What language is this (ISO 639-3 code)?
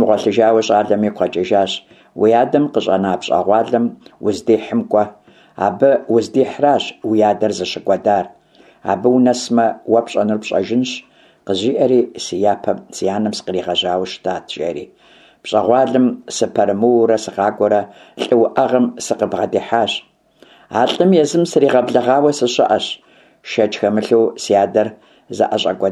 kbd